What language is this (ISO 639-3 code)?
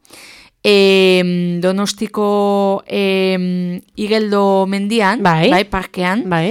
eus